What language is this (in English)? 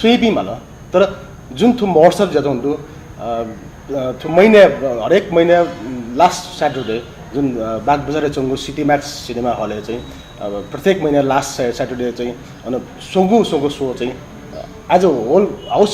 Newari